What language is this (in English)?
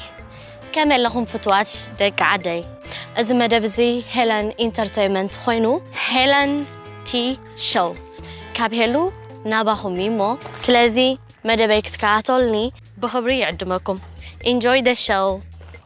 Tigrinya